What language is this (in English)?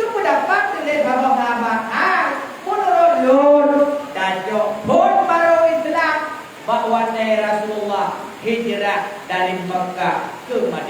Achinese